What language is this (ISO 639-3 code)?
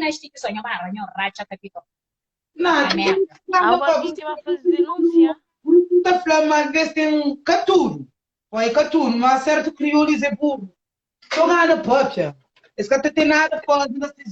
kea